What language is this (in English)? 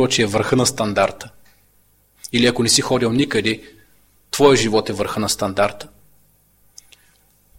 Bulgarian